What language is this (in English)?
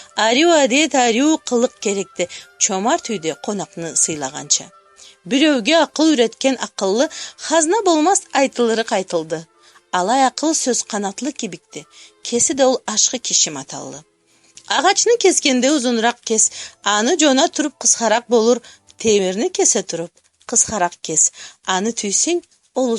Karachay-Balkar